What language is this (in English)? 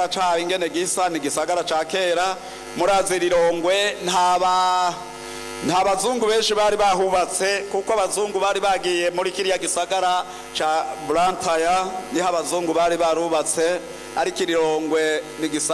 Rundi